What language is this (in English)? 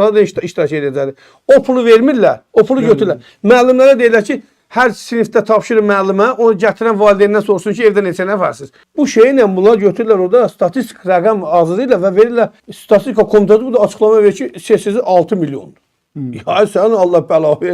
Azerbaijani